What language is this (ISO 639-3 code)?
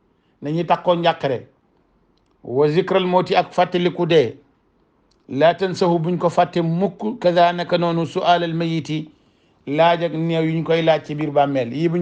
wol